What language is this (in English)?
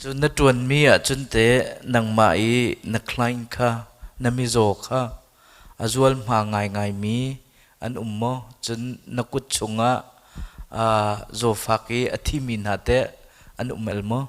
Hakha Chin